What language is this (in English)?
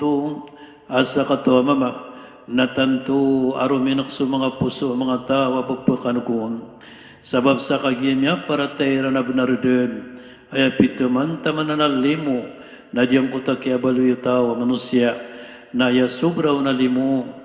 Maranao